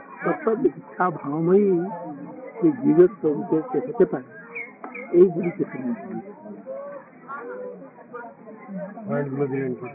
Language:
Bangla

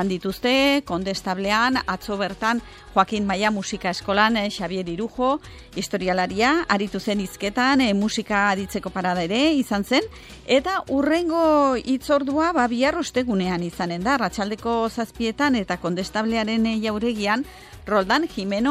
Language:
Basque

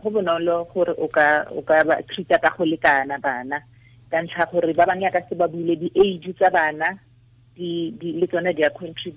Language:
Tswana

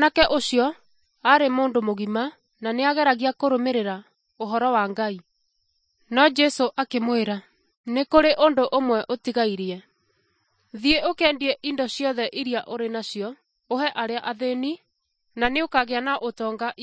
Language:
Kikuyu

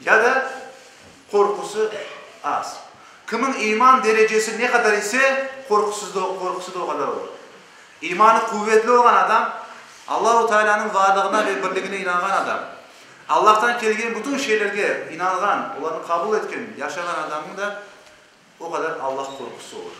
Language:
Crimean Tatar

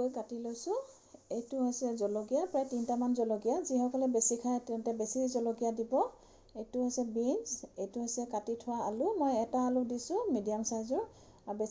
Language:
Assamese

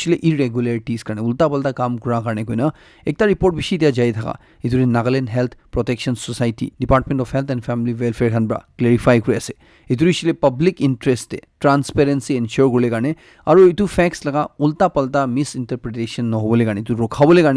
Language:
Naga Pidgin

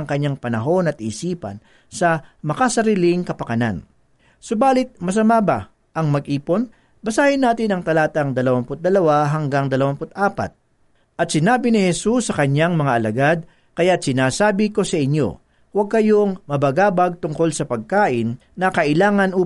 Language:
Filipino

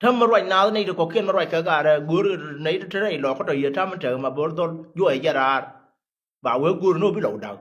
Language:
Nuer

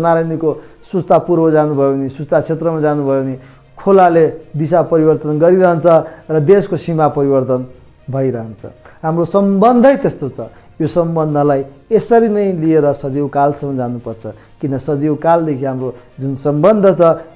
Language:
Nepali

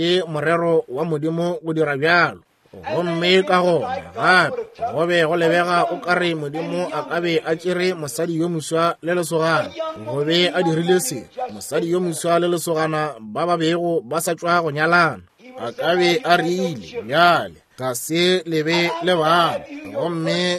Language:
Northern Sotho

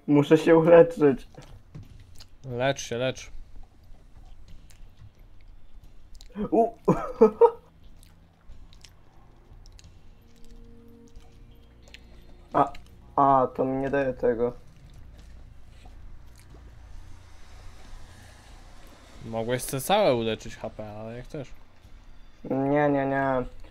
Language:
Polish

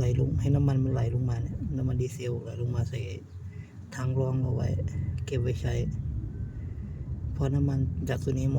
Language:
Lao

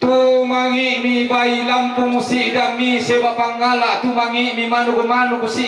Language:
Toraja-Sa'dan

